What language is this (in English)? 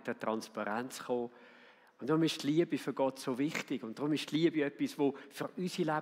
Swiss German